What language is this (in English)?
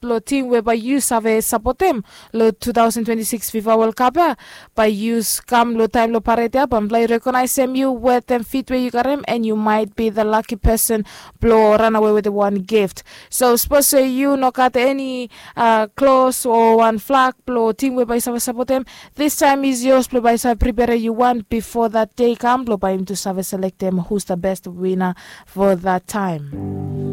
Bislama